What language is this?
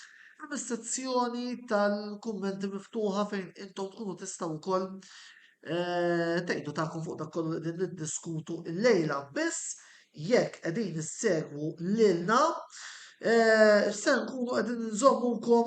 Maltese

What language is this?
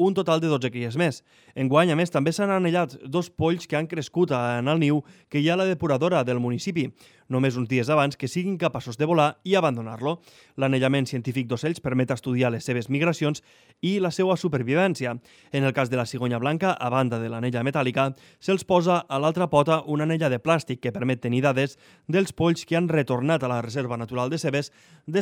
Catalan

